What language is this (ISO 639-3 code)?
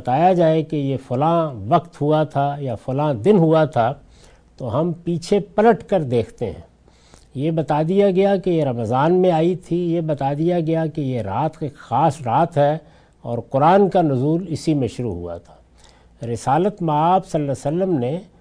urd